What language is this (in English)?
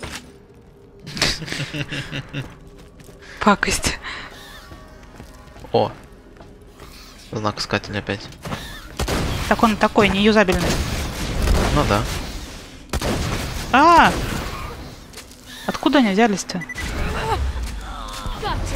Russian